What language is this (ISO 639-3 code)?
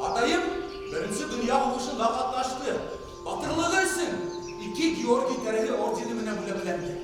bak